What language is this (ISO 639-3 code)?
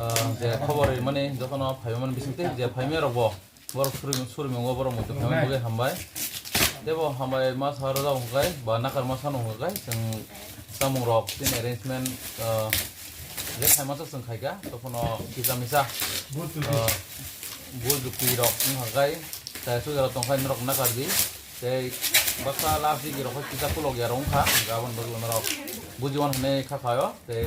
trp